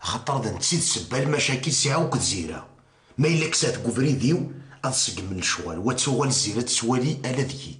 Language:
Kabyle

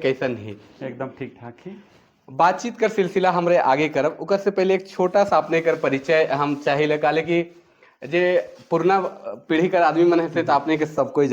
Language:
Sadri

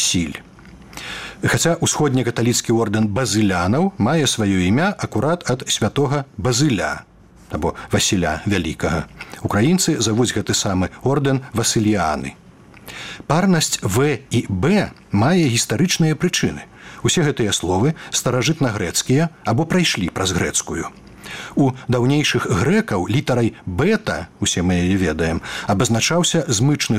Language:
Belarusian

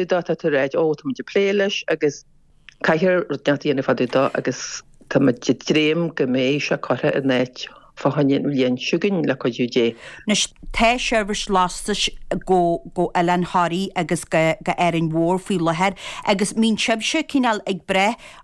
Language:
Irish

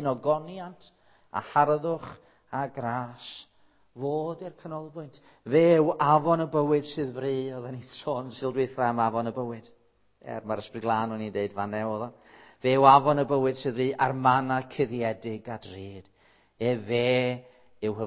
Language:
Welsh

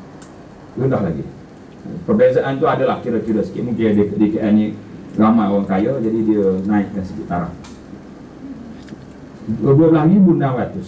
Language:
Malay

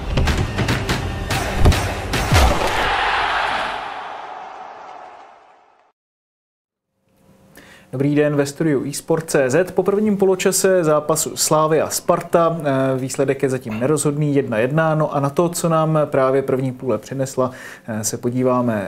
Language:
Czech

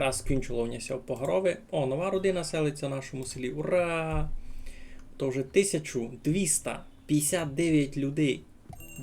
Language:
Rusyn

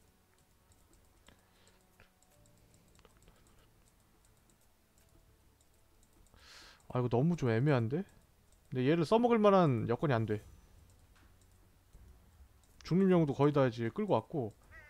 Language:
Korean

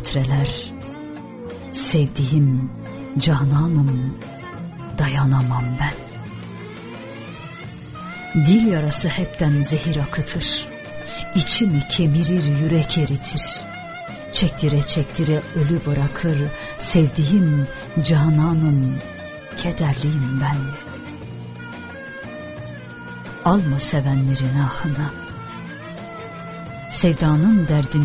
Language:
Turkish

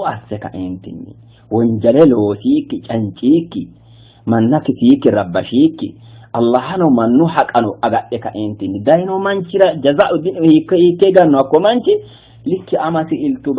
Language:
Sidamo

